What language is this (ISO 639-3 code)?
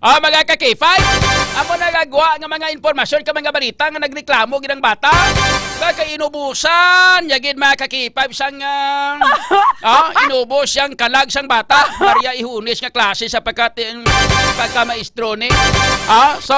hil